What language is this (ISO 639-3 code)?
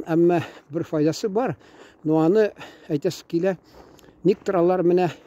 tat